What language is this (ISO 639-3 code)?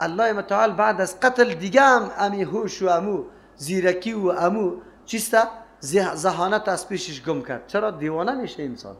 fas